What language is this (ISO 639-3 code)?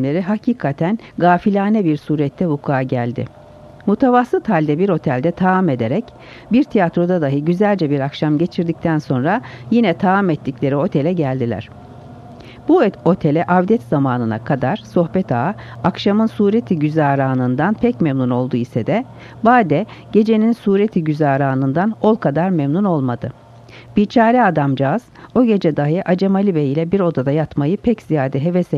tur